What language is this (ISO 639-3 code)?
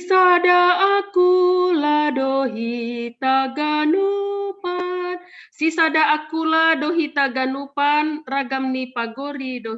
bts